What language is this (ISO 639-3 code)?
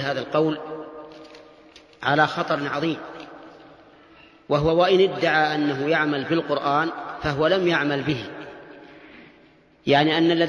ara